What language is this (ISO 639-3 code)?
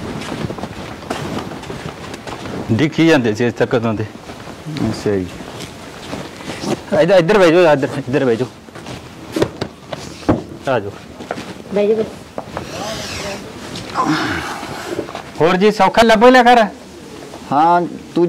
pan